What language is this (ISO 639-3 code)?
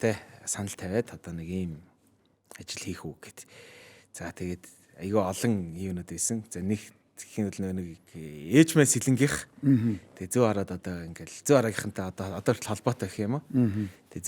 mon